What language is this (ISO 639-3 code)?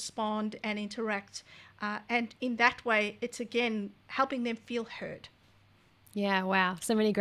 eng